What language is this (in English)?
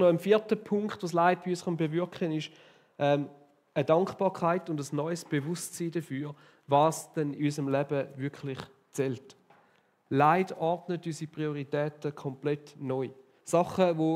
Swiss German